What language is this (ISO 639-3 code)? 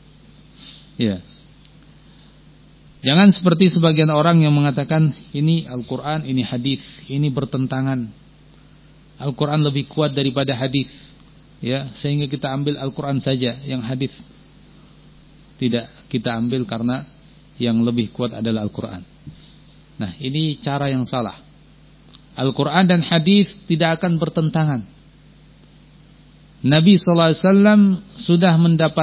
ind